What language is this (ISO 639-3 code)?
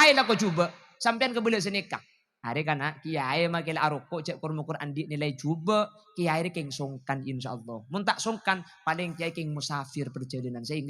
mad